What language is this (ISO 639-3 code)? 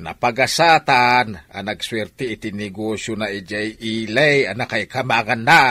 ilo